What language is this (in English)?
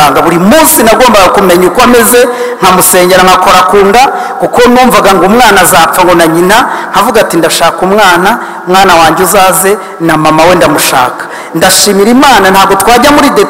Kinyarwanda